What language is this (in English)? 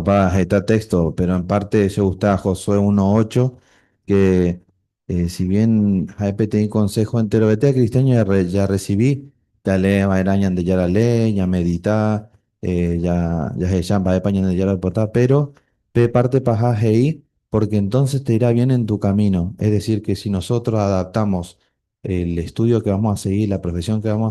Guarani